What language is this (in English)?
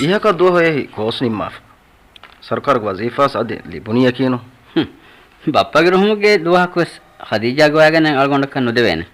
Divehi